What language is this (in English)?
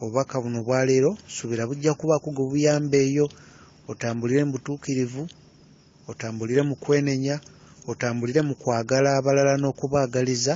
Ganda